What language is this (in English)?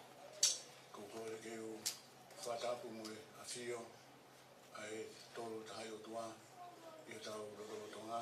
Tongan